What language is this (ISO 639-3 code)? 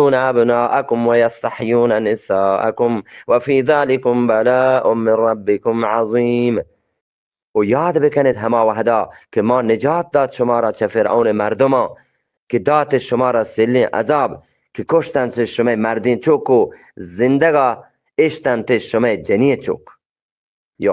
bgp